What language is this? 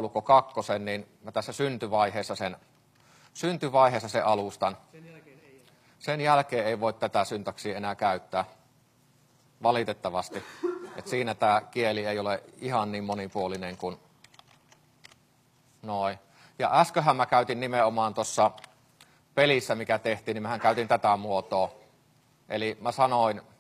Finnish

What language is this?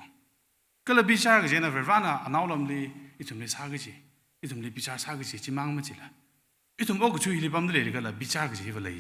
Tangkhul Naga (India)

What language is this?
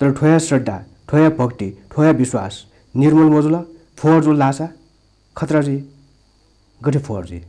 Newari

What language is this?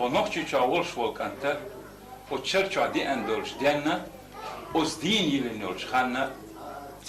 Chechen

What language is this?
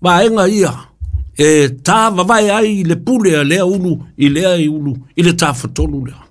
Samoan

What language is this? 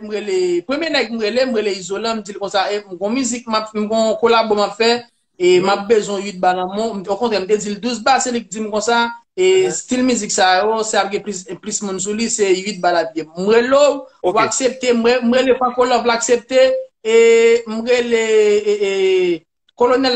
Haitian Creole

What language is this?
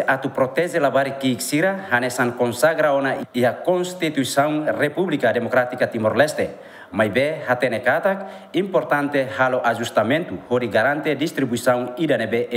Tetum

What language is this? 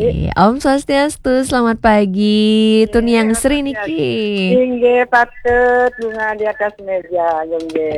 Balinese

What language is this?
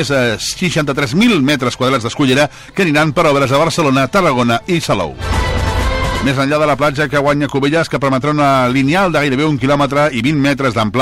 Catalan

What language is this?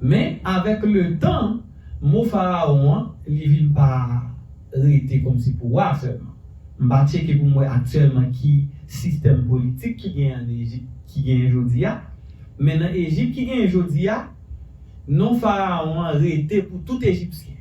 Haitian Creole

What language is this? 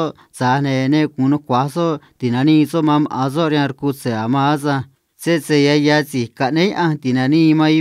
Copala Triqui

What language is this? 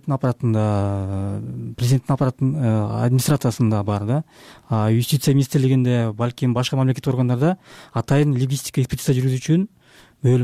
Kyrgyz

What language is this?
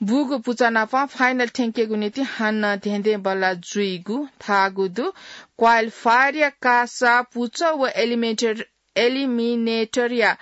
Newari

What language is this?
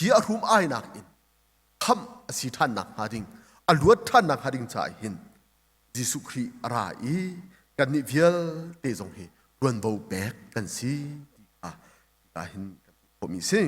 Hakha Chin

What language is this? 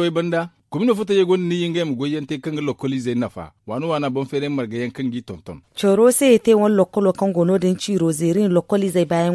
Zarma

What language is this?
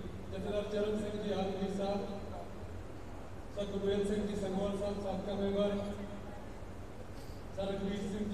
Punjabi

